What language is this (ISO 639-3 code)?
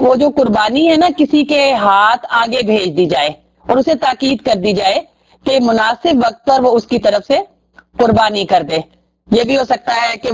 urd